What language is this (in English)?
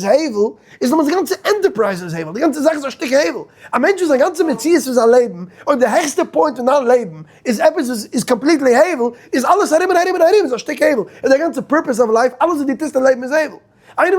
Yiddish